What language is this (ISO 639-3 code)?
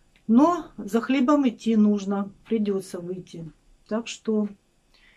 rus